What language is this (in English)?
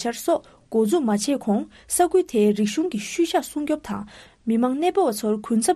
Tibetan